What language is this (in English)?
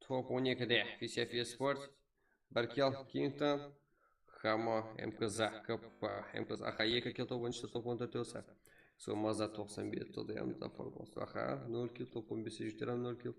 Kara-Kalpak